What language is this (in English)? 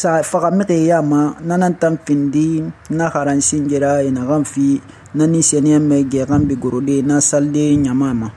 Susu